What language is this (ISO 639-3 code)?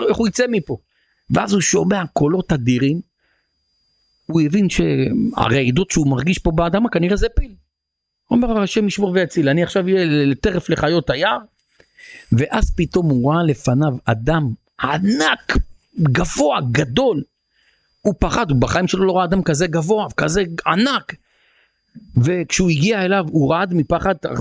heb